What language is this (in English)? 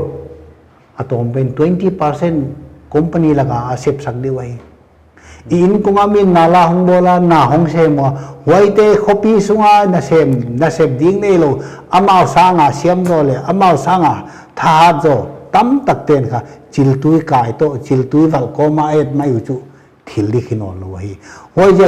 Paite Chin